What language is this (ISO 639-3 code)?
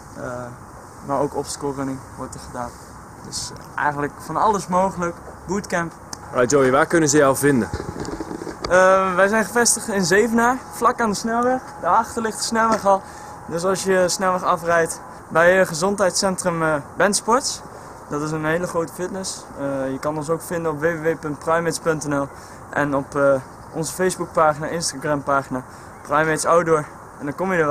nld